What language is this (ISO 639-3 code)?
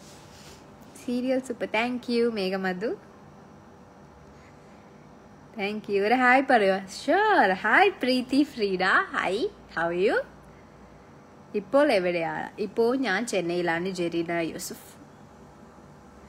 mal